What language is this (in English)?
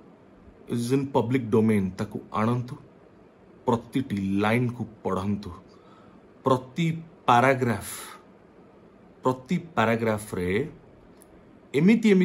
Odia